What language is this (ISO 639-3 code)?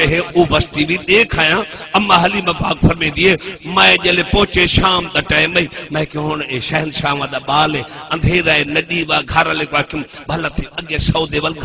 skr